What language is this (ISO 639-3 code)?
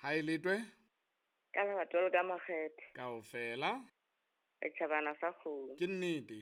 sot